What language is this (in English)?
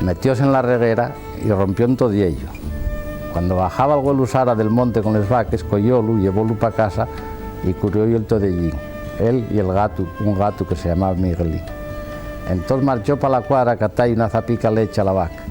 Asturian